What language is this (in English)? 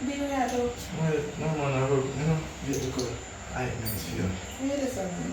Jamaican Creole English